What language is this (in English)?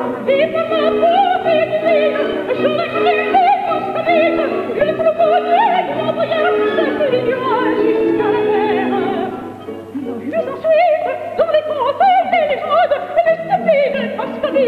French